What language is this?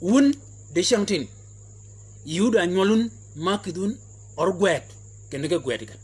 Shilluk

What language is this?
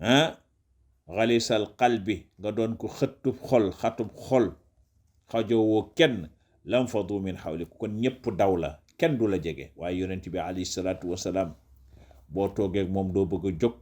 Wolof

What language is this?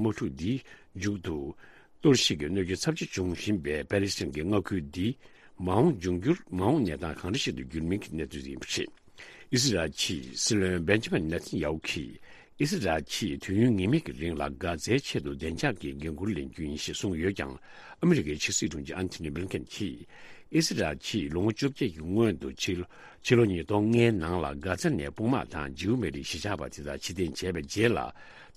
Tibetan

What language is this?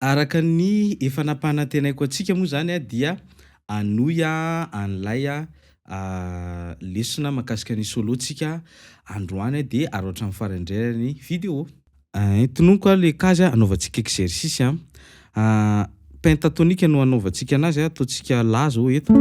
Malagasy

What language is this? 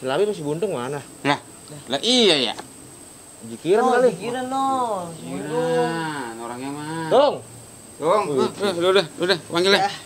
Betawi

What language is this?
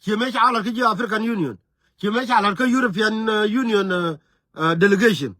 Nuer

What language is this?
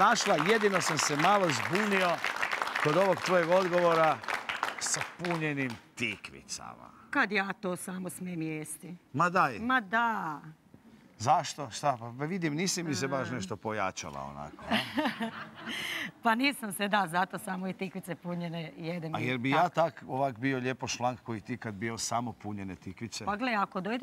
Croatian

